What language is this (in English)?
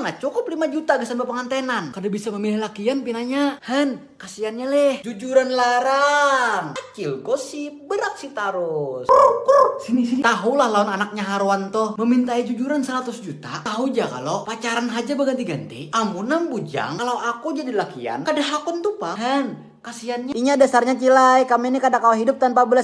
Banjar